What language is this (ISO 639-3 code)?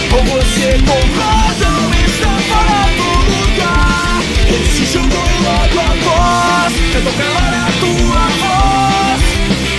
por